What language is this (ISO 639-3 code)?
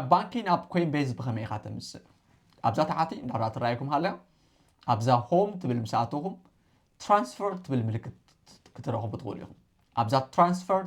tir